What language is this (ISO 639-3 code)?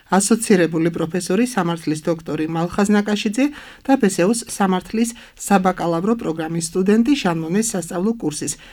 kat